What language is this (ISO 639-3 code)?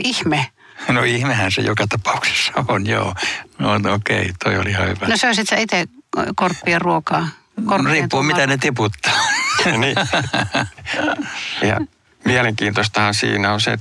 fin